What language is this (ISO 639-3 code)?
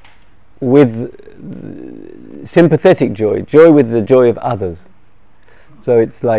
heb